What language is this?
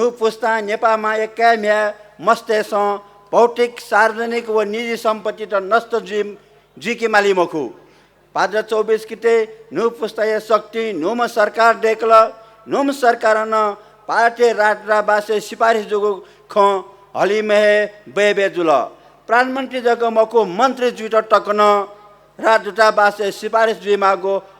Newari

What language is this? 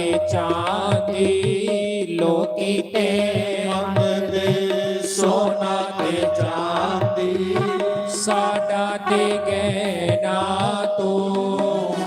Dogri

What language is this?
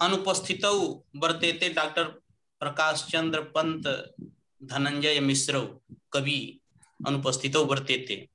Sanskrit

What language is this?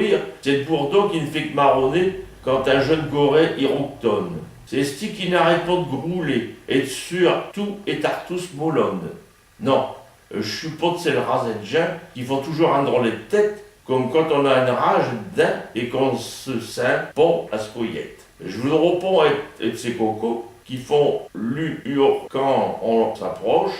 Picard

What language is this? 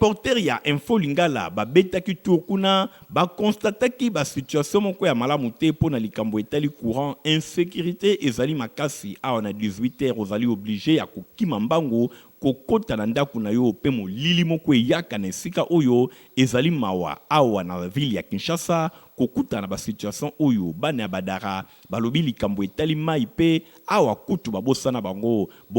Lingala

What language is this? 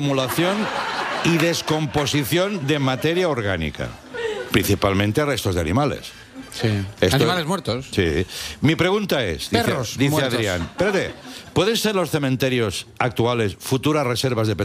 Spanish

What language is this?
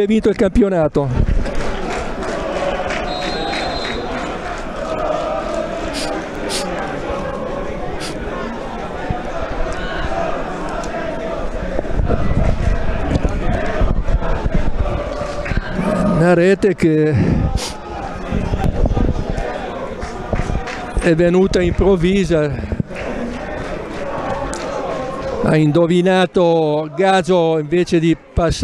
Italian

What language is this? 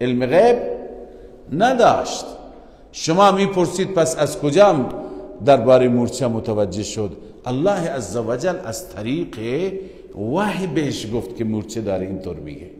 Persian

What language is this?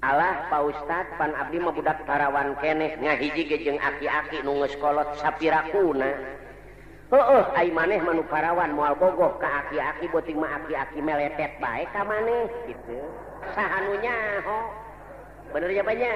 Sundanese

